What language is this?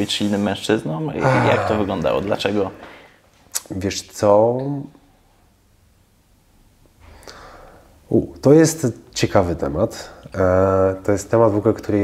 Polish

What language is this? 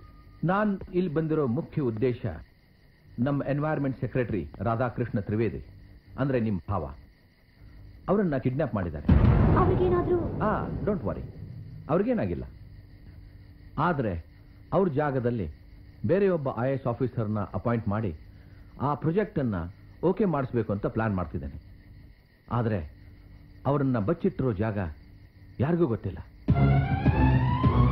Kannada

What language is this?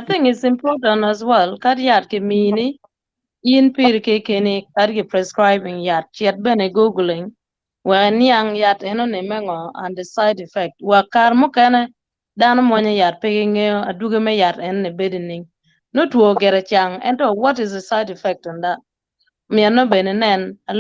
Acoli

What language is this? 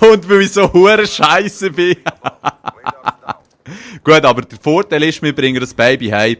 Swiss German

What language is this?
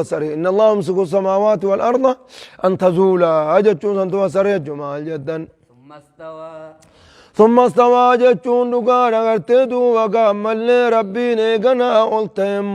Oromo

